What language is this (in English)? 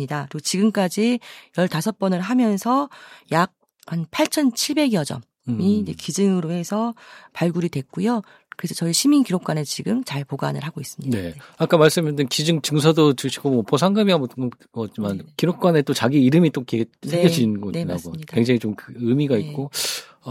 Korean